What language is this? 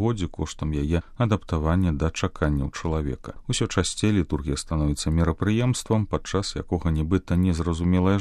Belarusian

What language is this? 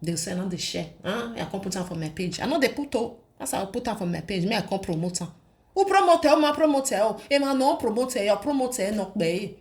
Nigerian Pidgin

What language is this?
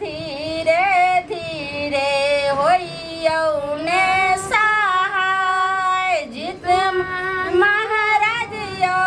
Maithili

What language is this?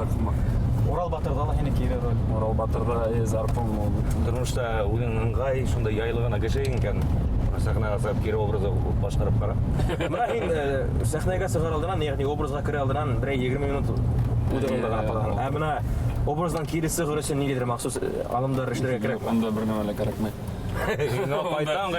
Bashkir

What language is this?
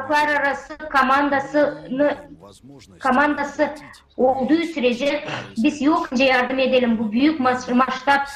Gagauz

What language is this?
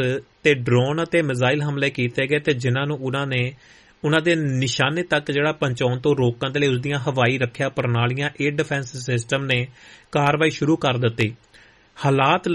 Punjabi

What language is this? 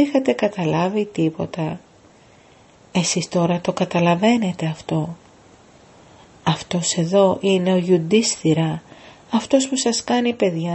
Greek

